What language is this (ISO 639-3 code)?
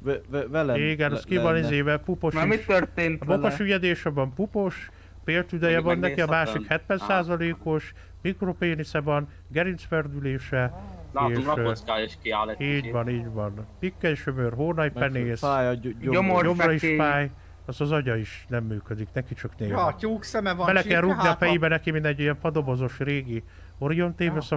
hun